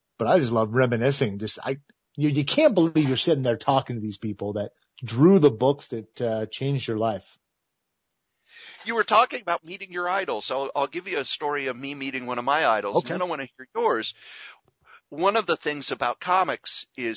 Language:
English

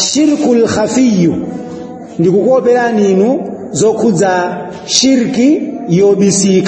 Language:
Nyanja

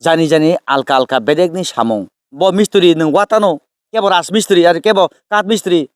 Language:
Kok Borok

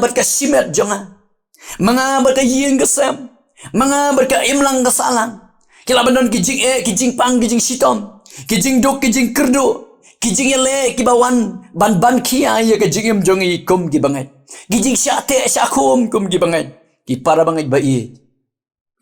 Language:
Khasi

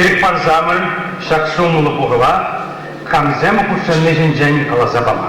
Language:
Chuvash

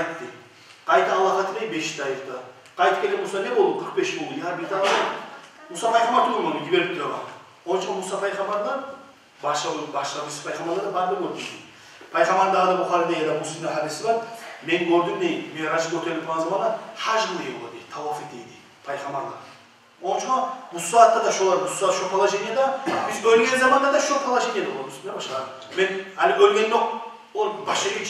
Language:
Kumyk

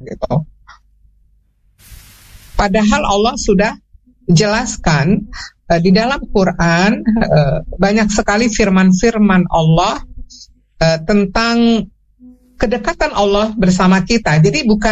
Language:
Indonesian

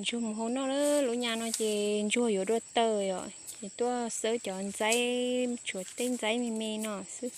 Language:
Hmong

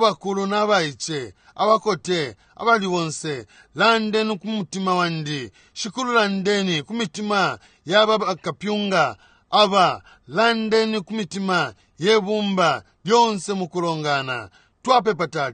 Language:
Bemba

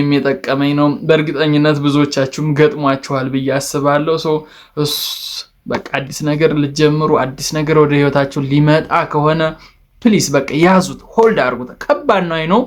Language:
Amharic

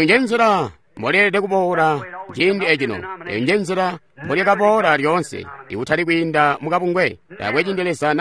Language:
Tonga (Zambia)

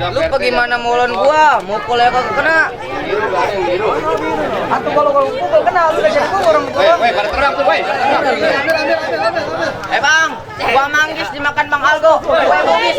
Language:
Betawi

